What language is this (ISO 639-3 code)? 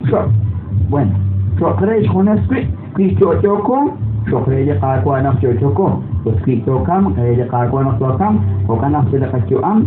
kek